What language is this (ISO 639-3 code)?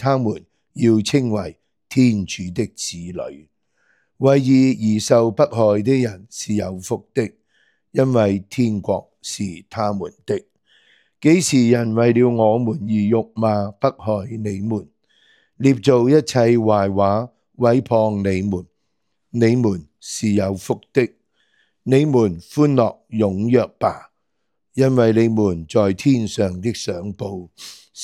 yue